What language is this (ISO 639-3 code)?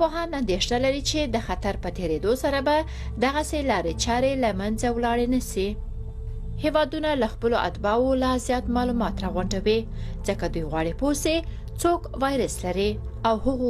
pus